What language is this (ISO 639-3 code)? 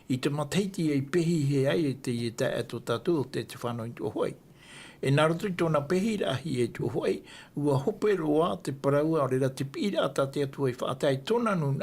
tah